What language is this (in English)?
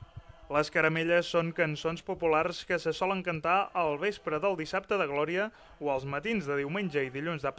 Catalan